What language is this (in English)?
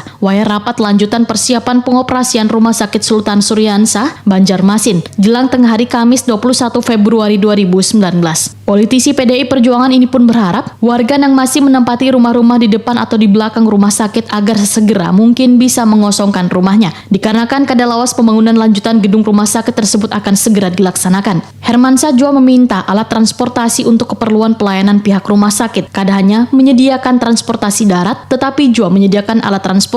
Banjar